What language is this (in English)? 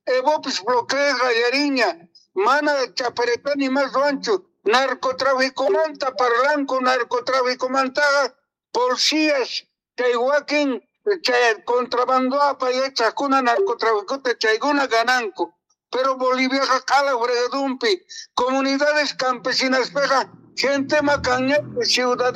Quechua